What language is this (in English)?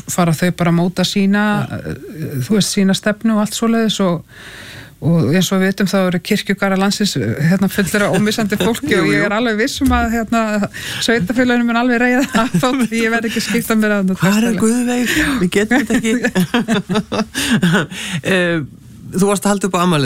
Icelandic